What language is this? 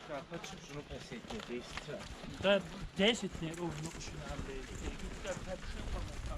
Kabardian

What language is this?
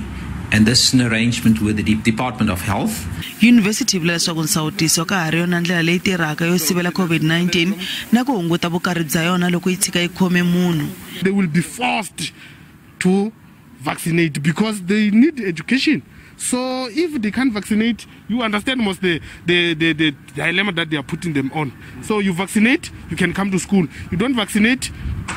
Tsonga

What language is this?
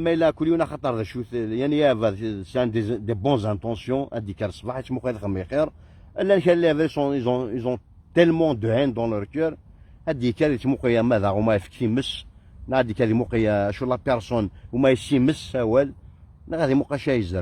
Kabyle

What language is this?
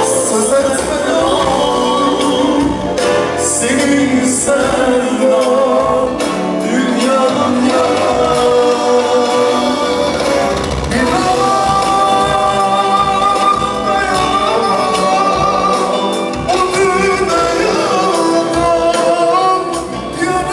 Turkish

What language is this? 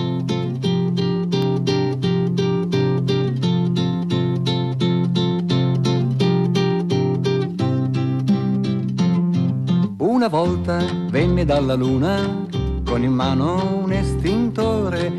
Italian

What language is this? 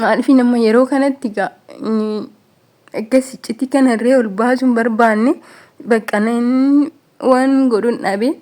Oromo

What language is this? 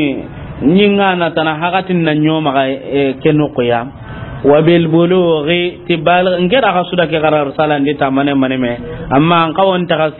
Soninke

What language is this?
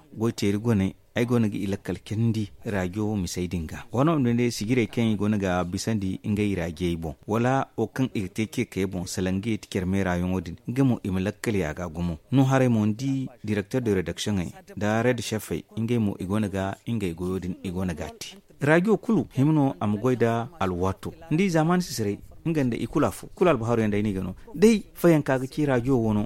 Zarma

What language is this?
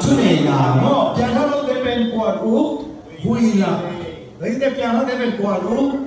Tedim Chin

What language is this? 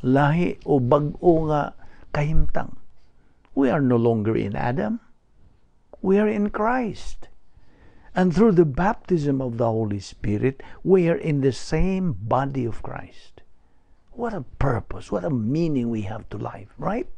Cebuano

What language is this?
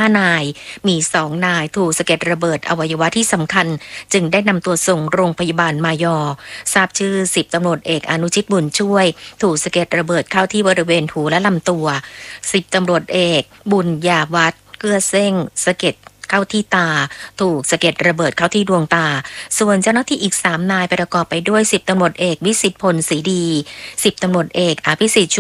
Thai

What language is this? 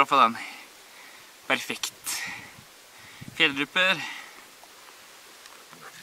Norwegian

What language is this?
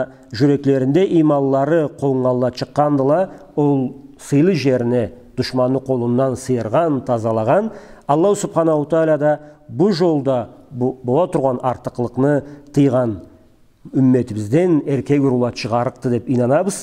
Karachay-Balkar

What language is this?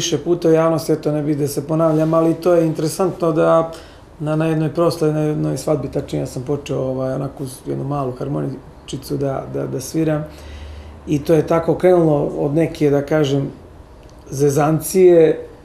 Serbian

